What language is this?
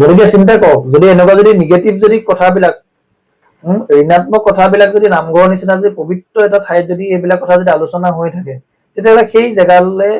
Assamese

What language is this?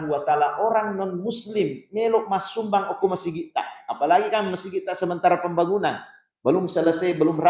Buginese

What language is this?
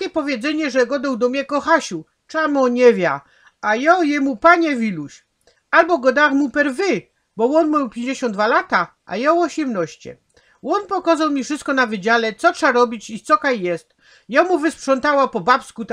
Silesian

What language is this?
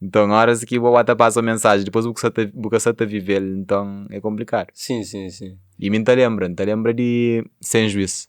Kabuverdianu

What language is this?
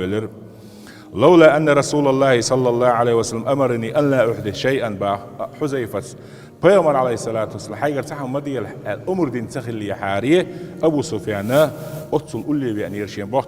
Chechen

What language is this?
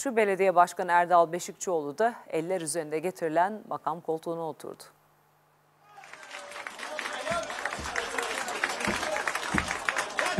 Turkish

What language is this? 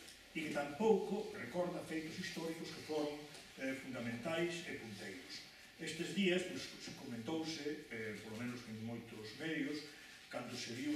Galician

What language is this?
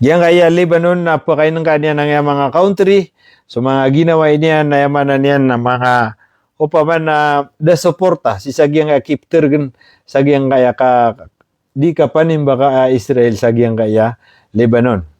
Maranao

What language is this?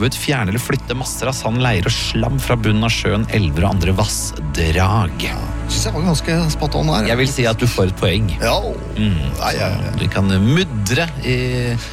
Norwegian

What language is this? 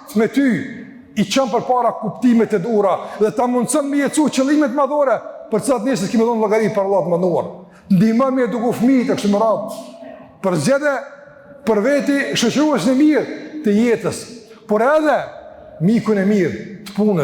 Albanian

